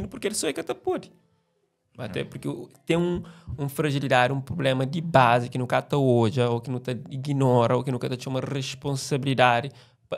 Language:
Kabuverdianu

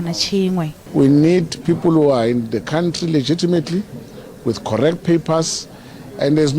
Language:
Venda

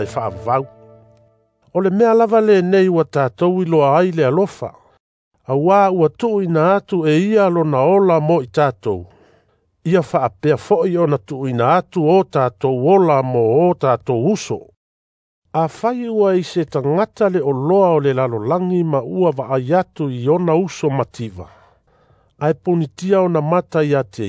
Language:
Samoan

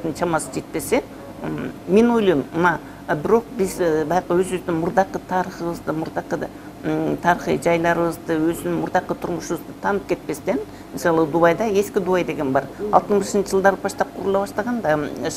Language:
Kyrgyz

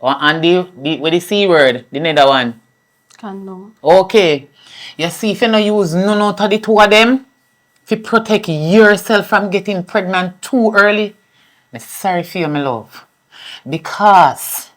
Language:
Jamaican Creole English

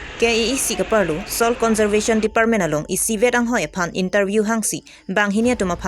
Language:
Karbi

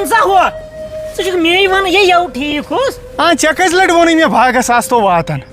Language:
Kashmiri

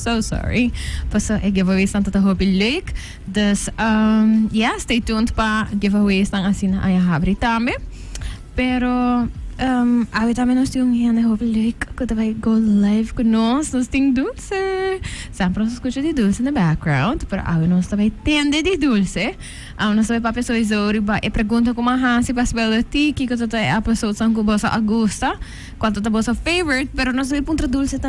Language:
Papiamento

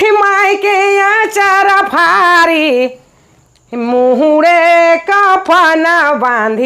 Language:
Sadri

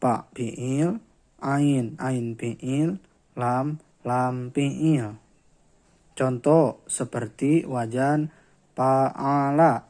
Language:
Sundanese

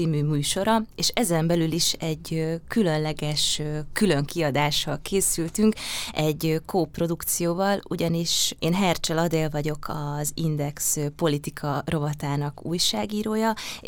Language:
Hungarian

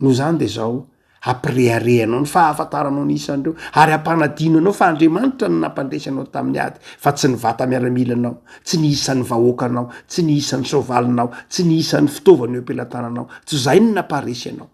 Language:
Malagasy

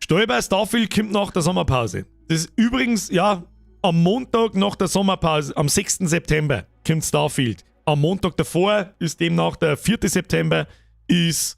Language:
Bavarian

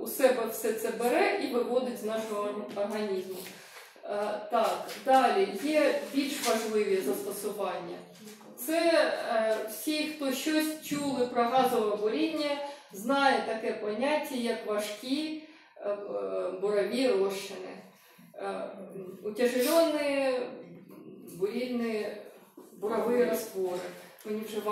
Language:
Ukrainian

